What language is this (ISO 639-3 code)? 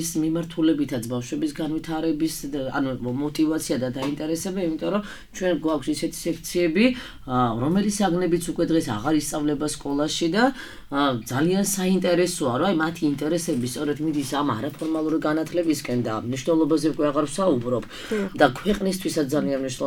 kat